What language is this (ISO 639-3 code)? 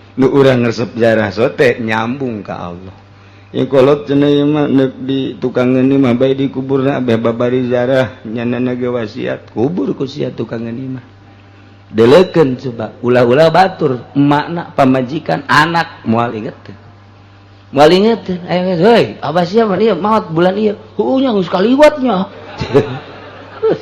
sun